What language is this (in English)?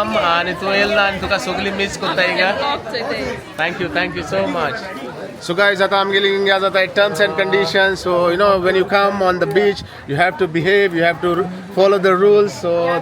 Konkani